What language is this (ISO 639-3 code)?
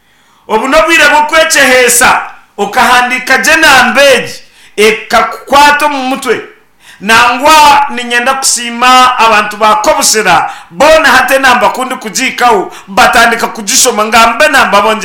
nyn